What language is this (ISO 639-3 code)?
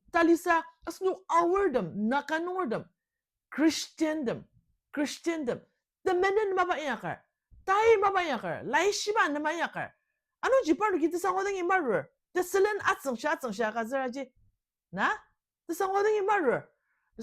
njo